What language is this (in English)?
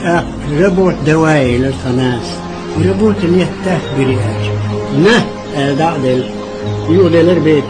Chechen